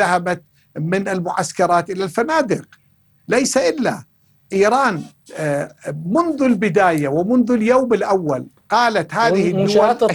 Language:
Arabic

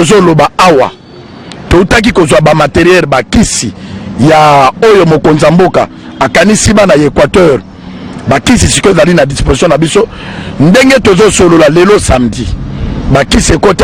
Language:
Lingala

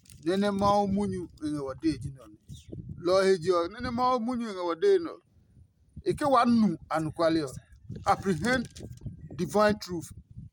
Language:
Adangme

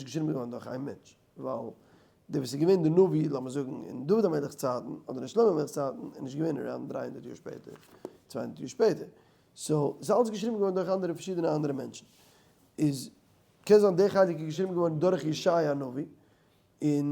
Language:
Yiddish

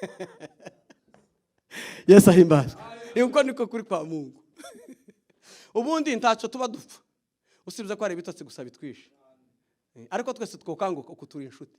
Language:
Rundi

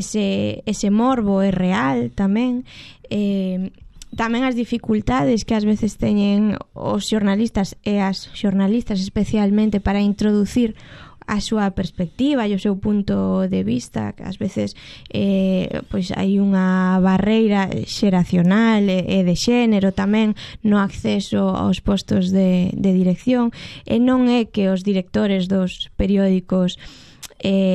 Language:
Galician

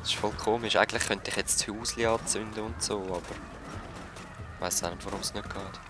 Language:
Swiss German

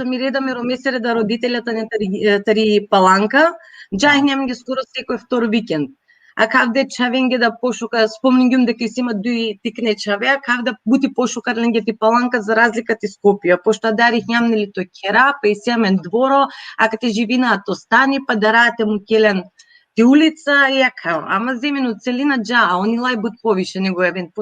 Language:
Balkan Romani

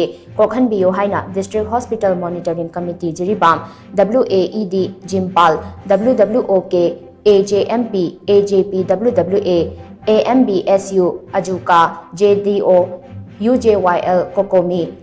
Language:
Manipuri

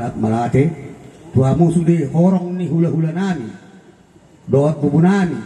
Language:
Batak Toba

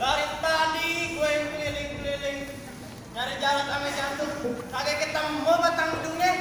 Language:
Betawi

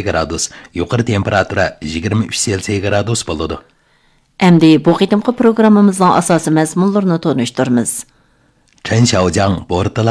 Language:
Uyghur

